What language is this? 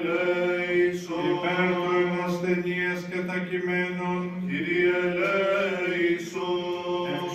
Greek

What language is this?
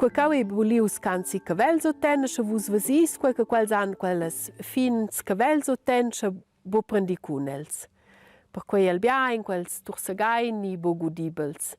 Romansh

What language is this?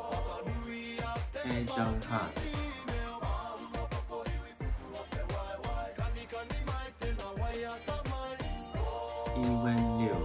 Māori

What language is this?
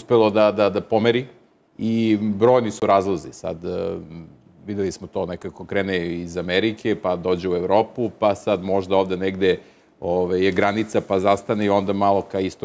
Serbian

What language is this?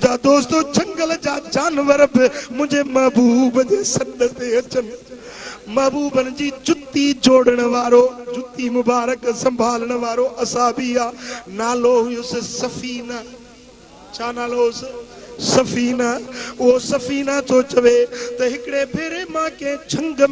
Sindhi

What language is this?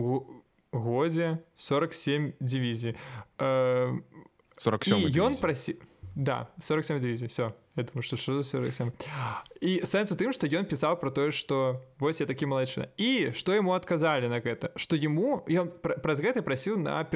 Belarusian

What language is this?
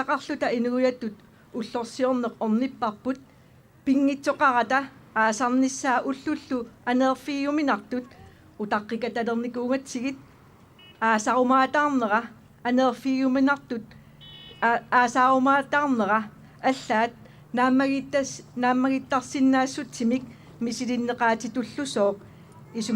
Kalaallisut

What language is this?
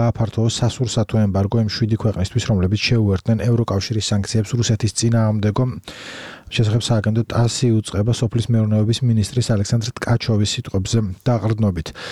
Georgian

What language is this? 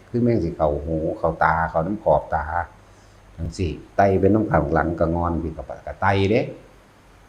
Northeastern Thai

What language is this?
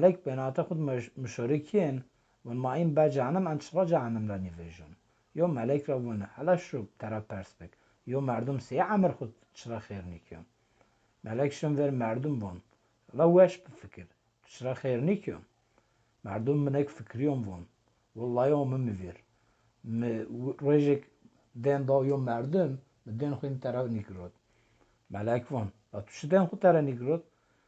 Zaza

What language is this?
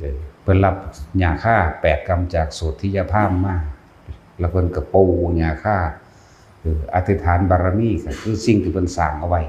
Northeastern Thai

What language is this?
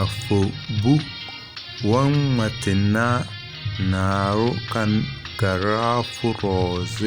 Tem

